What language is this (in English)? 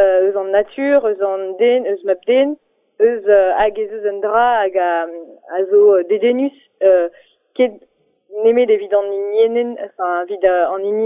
Breton